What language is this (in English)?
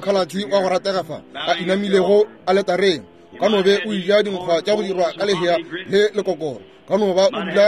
Northern Sotho